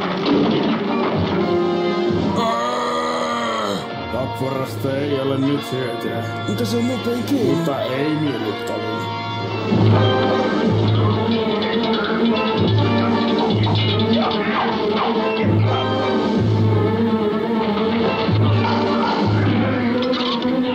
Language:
Finnish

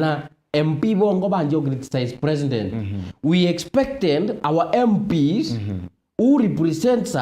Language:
Meru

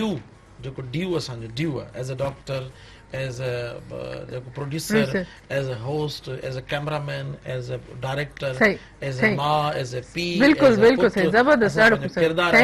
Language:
Sindhi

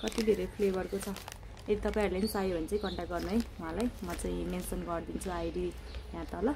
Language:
Nepali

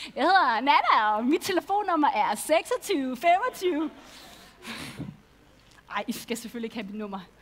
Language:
Danish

